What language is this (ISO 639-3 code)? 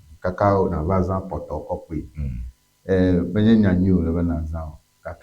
ewe